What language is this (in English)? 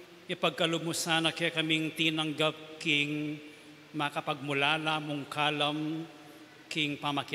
Pampanga